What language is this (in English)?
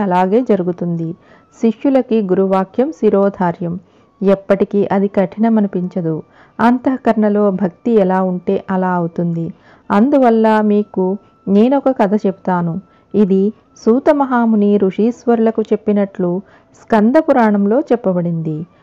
Telugu